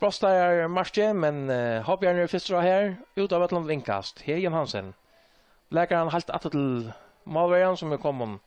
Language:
Faroese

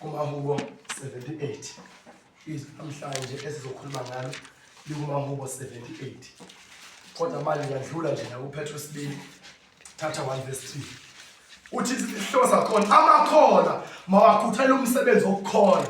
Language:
Zulu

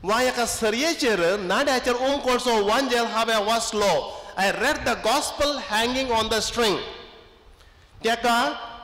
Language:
Konkani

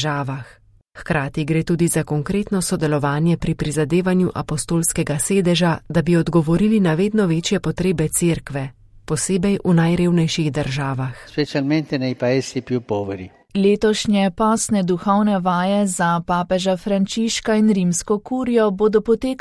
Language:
Slovenian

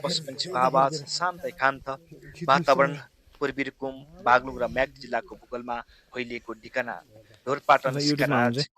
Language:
Nepali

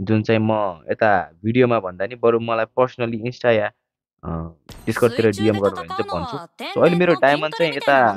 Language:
Nepali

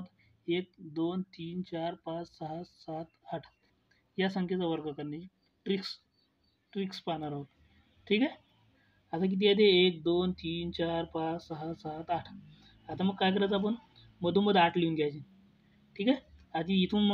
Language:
Marathi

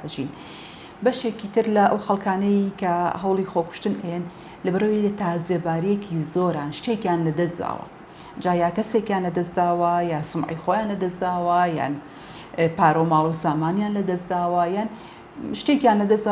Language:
Central Kurdish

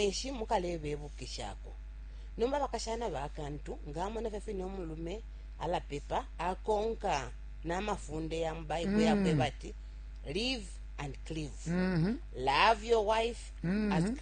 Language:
Bemba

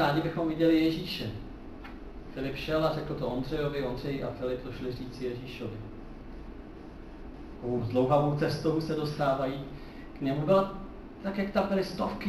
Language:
Czech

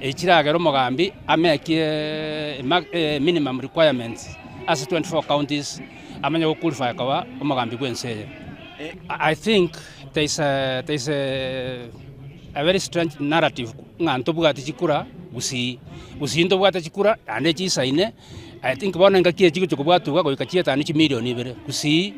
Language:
Gusii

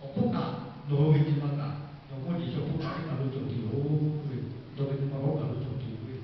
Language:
Lahu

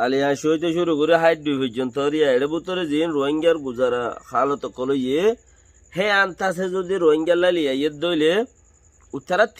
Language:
Rohingya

